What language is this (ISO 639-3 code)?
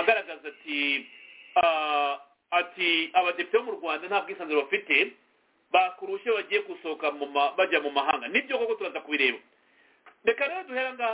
kin